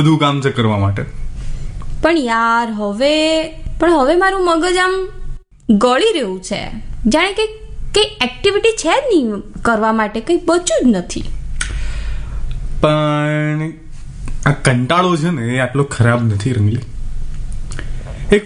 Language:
Gujarati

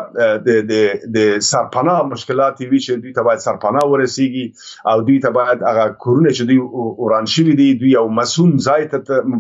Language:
Pashto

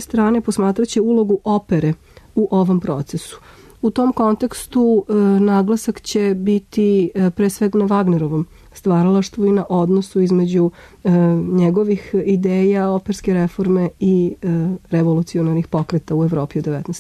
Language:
Serbian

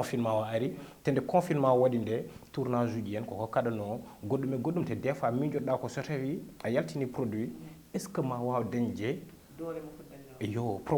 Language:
Fula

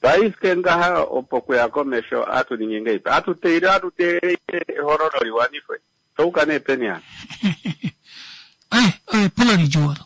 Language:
Kuanyama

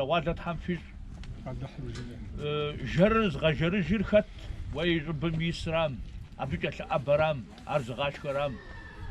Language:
Kabardian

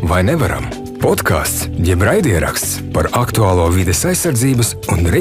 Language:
Latvian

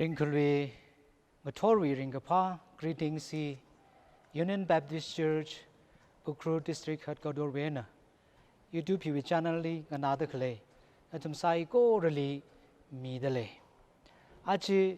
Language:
Tangkhul Naga (India)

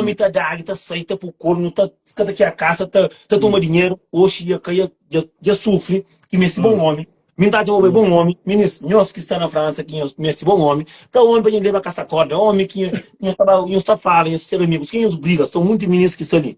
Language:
Kabuverdianu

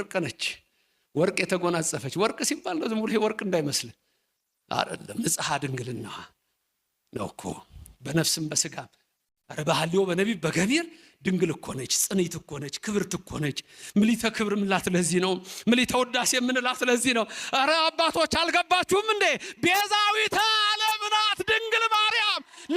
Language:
Amharic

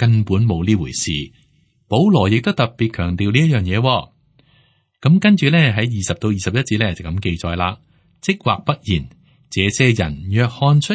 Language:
Cantonese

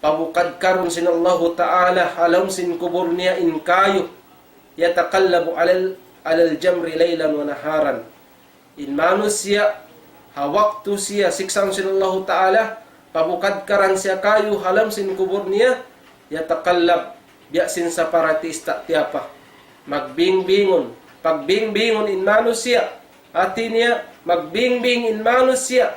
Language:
Tausug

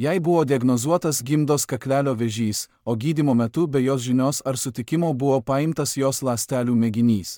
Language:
Lithuanian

